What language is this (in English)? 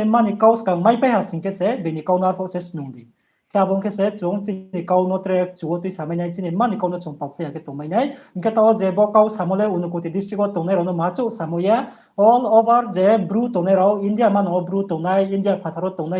Riang (India)